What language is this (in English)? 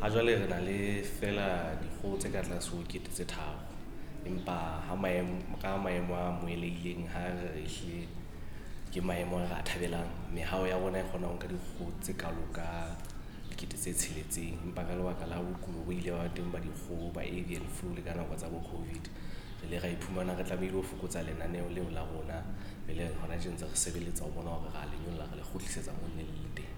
Southern Sotho